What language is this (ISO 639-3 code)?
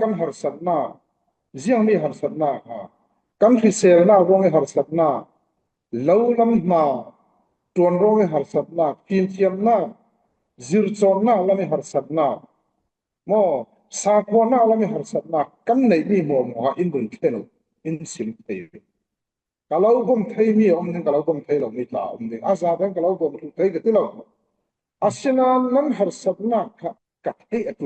cfm